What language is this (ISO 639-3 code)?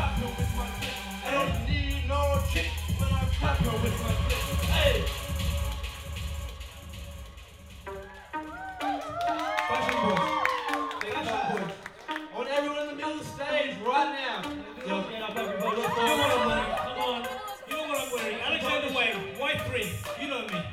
eng